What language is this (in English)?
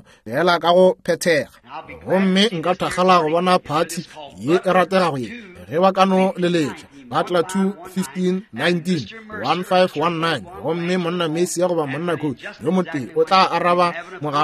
Northern Sotho